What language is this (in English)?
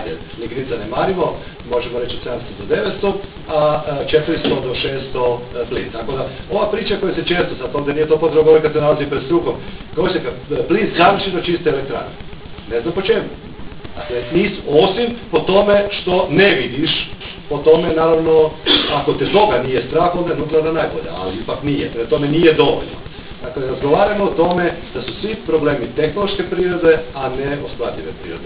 Croatian